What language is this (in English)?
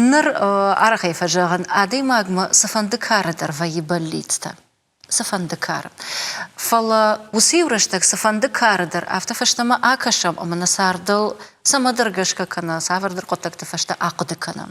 Ossetic